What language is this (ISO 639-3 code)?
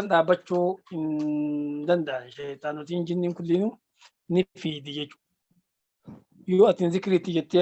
orm